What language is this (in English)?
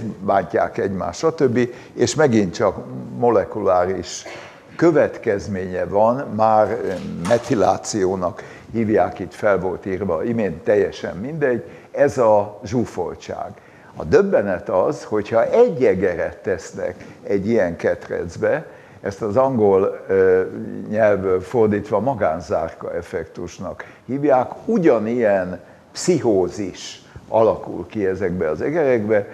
Hungarian